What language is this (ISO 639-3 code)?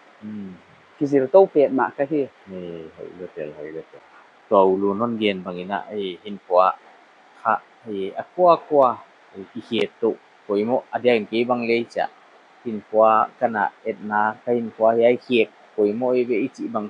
pck